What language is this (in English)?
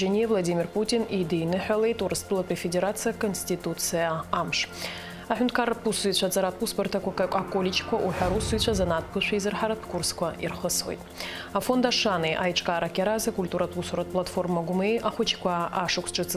Abkhazian